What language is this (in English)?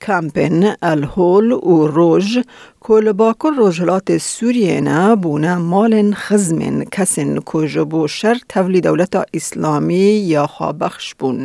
Kurdish